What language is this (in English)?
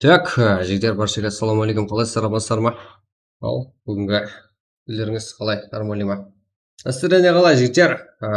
Kara-Kalpak